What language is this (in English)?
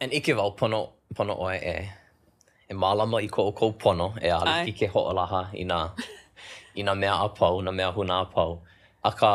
Hawaiian